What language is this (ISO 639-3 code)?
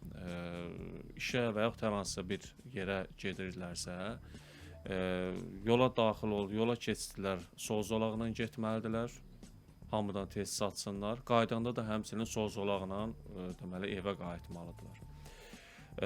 aze